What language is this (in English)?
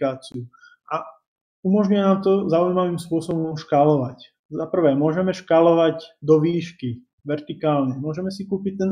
Slovak